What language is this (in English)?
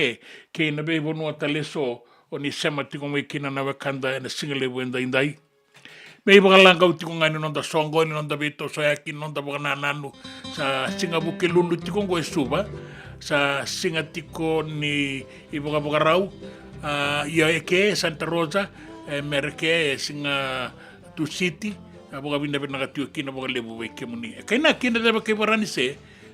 Fijian